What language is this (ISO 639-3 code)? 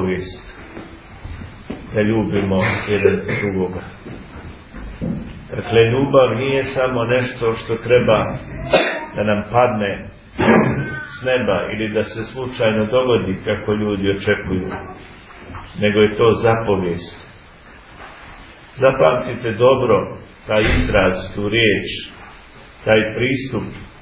srp